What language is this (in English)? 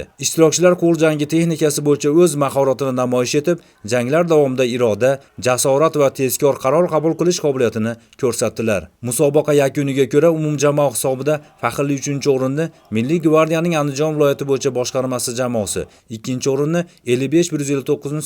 Uzbek